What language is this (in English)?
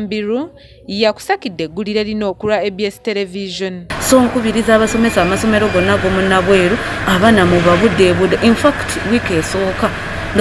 Ganda